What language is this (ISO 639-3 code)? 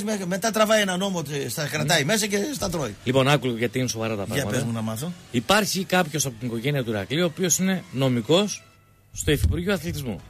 ell